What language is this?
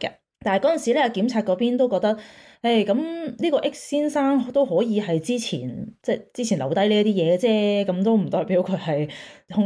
Cantonese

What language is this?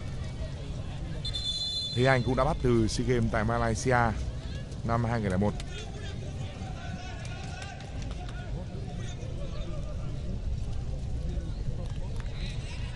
Vietnamese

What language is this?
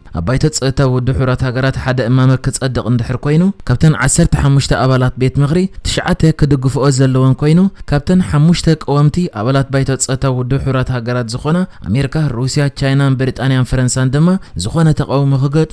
Tigrinya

